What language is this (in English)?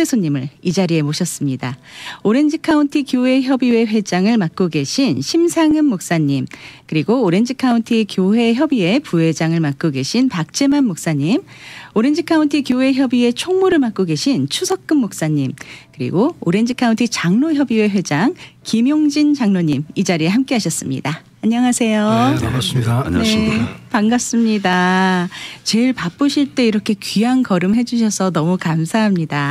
Korean